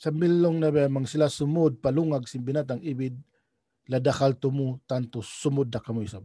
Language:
Tausug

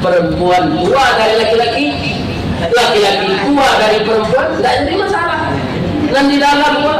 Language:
Minangkabau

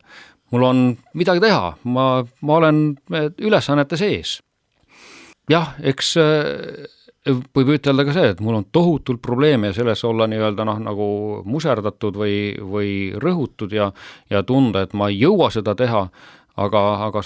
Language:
Estonian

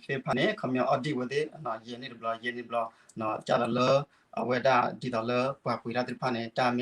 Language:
S'gaw Karen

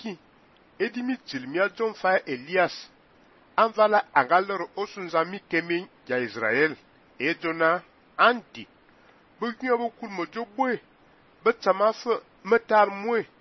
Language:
Fang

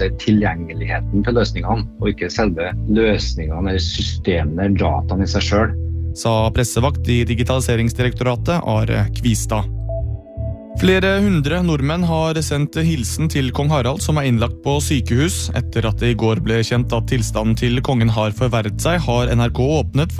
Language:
Norwegian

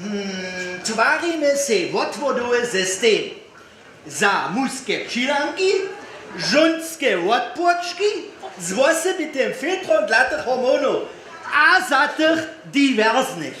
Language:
Upper Sorbian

